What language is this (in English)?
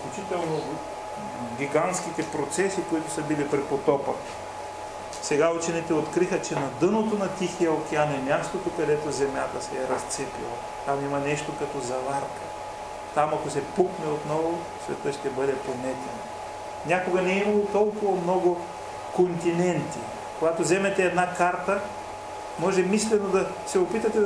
Bulgarian